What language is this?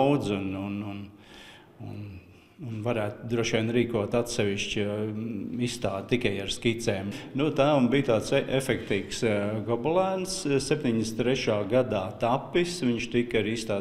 Latvian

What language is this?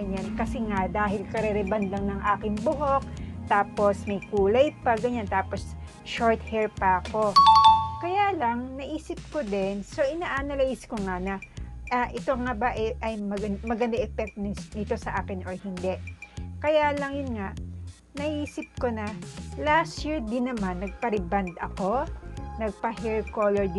Filipino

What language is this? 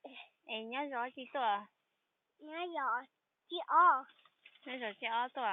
Hmong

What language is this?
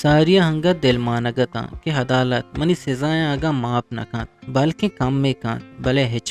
Eastern Balochi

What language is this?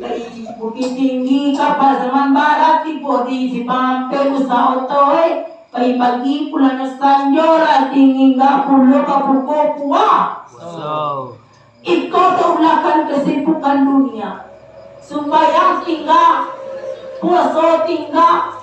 Minangkabau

